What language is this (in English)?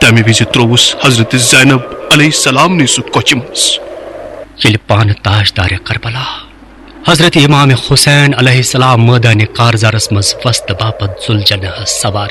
Kashmiri